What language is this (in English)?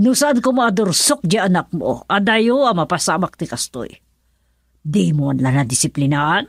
Iloko